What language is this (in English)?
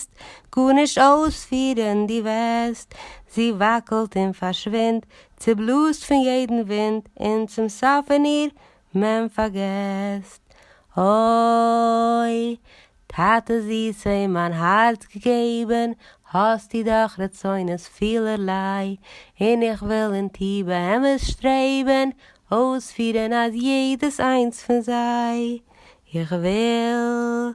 Yiddish